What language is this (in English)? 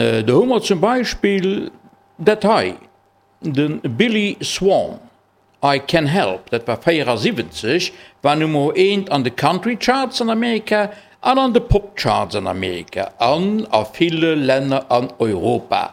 Luxembourgish